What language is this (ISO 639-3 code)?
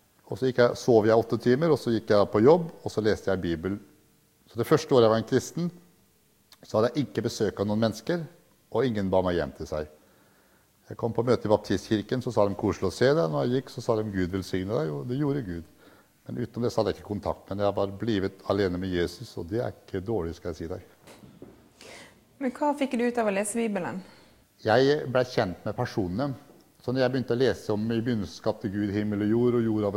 nor